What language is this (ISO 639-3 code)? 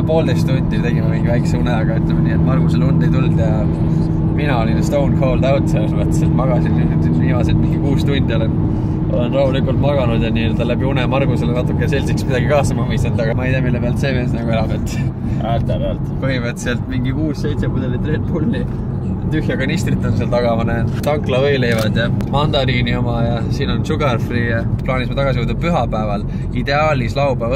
est